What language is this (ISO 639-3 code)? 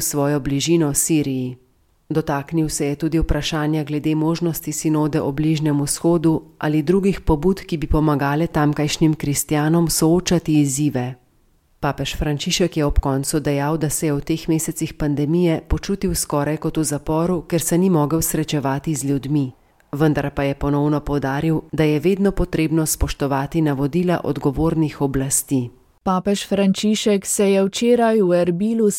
slv